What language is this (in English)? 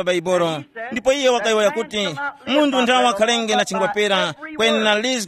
Tumbuka